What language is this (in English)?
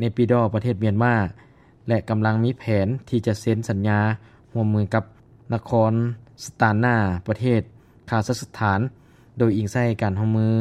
Lao